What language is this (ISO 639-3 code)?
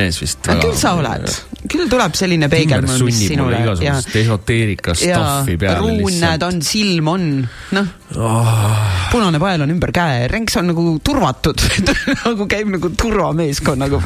est